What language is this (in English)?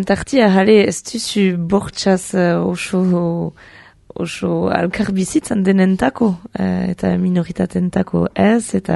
Basque